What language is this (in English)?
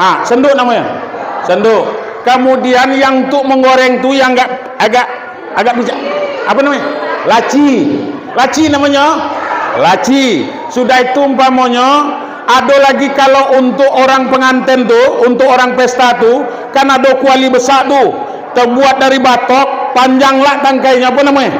Minangkabau